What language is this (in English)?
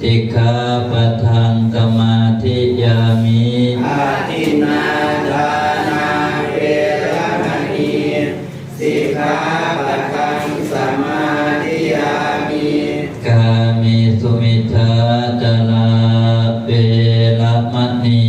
Pali